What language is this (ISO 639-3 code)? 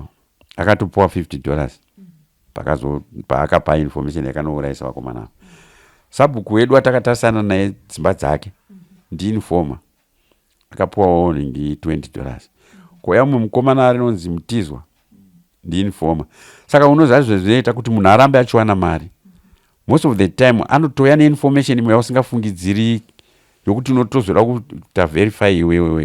sna